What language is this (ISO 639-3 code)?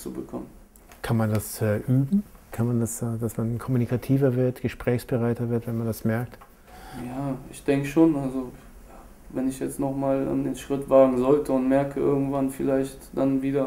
deu